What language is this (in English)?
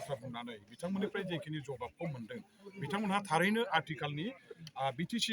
Bodo